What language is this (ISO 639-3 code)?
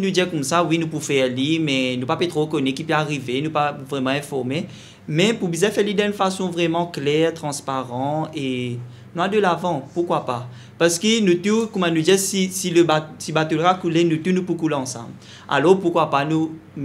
mfe